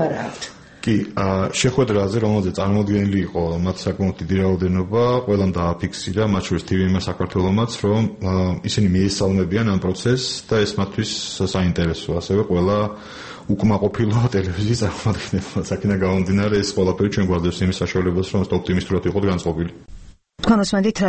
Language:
Georgian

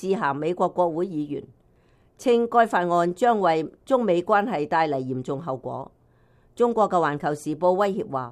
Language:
Cantonese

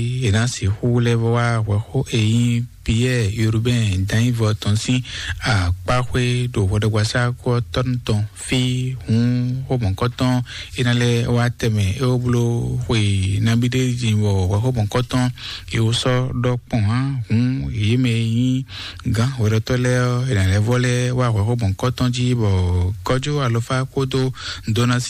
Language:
Fon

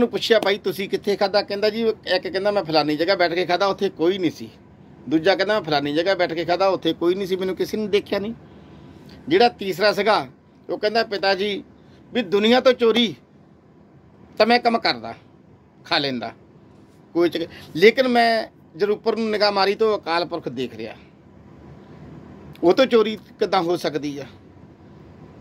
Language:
Punjabi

